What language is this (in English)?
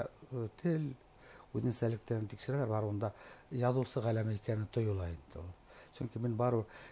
Bashkir